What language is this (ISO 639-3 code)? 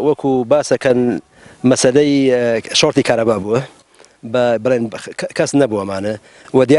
ckb